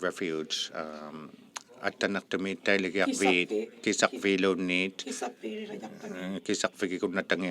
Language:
Inuktitut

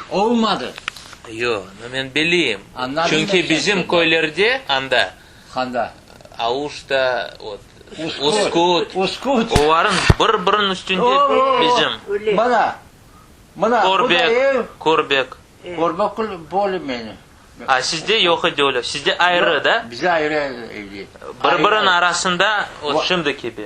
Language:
Crimean Tatar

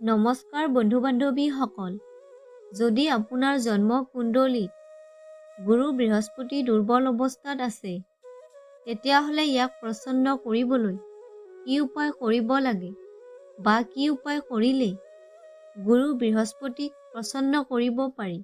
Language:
Assamese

